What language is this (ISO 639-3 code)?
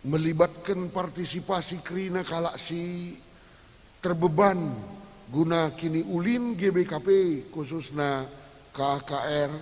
btx